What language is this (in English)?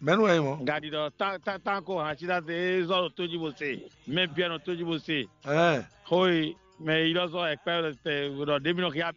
Fon